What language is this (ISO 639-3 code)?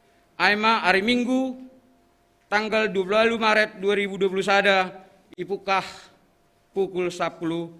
bts